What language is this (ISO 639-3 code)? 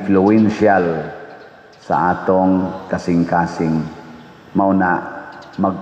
ceb